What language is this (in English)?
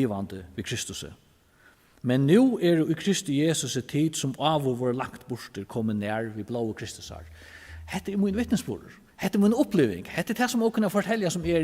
Faroese